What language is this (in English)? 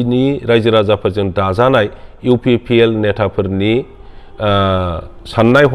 Bodo